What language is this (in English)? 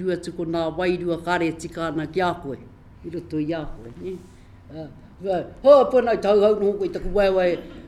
Māori